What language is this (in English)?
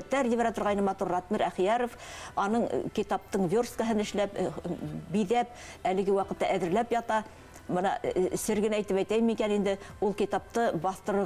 Bashkir